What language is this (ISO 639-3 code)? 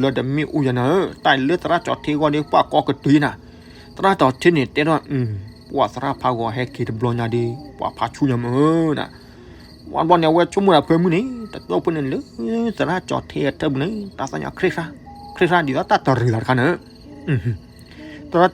ksw